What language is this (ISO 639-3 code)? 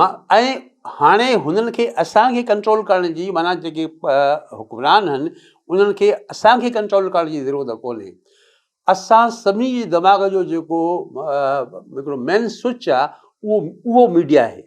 snd